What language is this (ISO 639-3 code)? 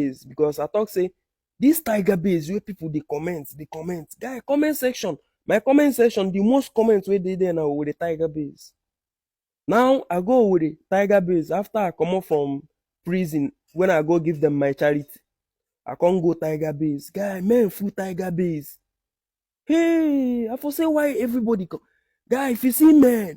pcm